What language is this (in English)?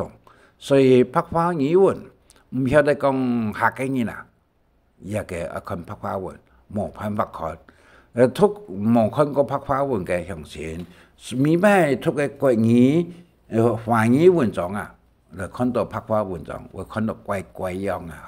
Hakka Chinese